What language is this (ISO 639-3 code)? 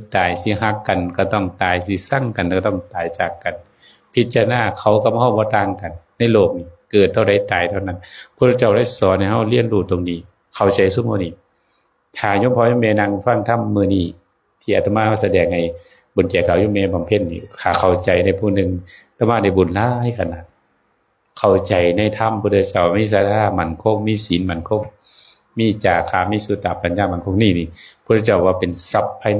tts